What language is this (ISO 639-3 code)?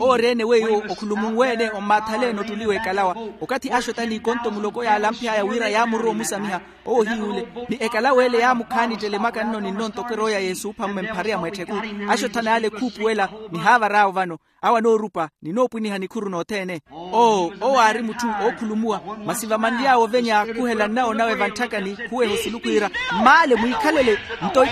vmw